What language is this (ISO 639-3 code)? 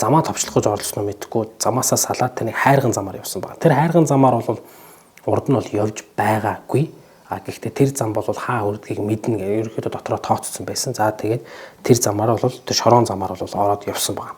mon